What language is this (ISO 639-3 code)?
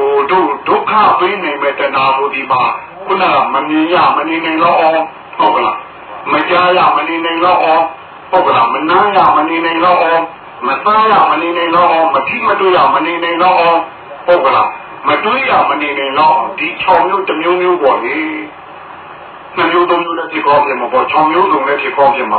mya